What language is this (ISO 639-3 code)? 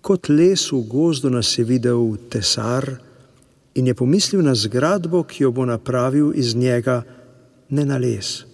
slv